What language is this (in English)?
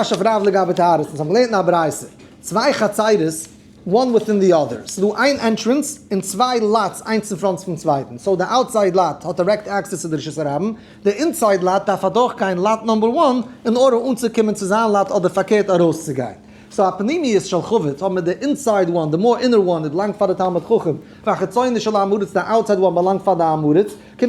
Yiddish